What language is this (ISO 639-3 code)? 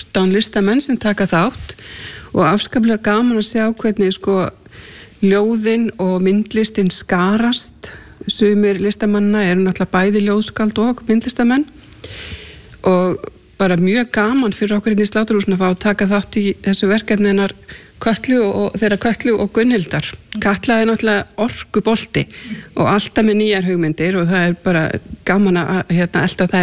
isl